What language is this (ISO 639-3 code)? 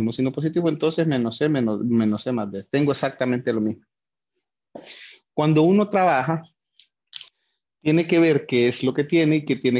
spa